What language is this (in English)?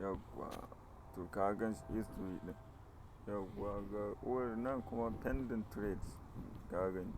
Hausa